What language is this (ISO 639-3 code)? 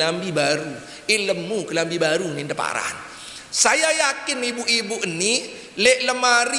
sas